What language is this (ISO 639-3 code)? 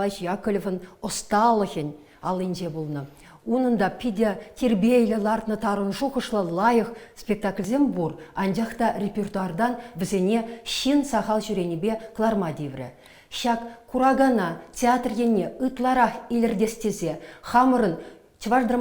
chv